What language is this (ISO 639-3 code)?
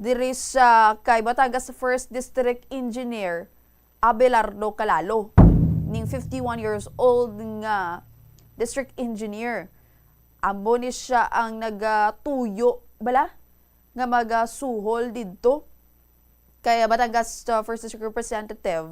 hil